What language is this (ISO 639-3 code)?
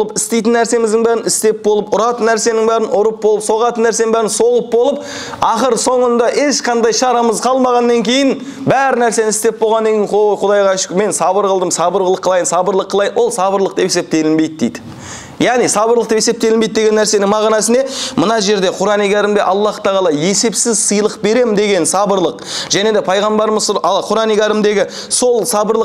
kaz